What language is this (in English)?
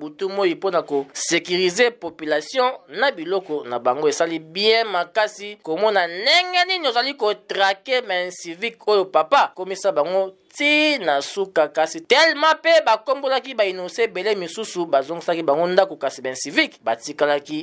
Lingala